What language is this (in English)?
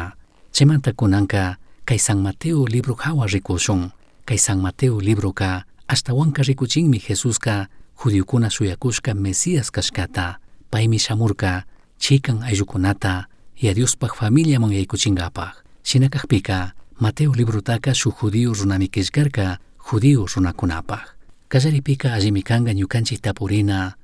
Chimborazo Highland Quichua